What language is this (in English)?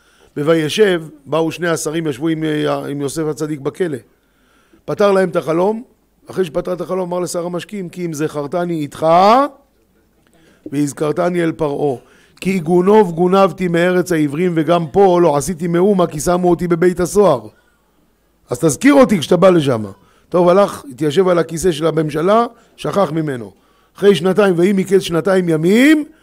Hebrew